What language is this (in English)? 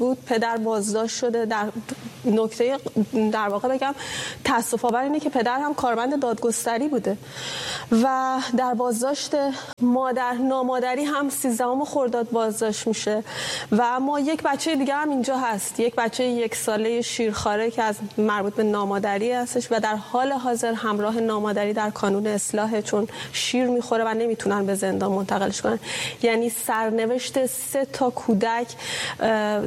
Persian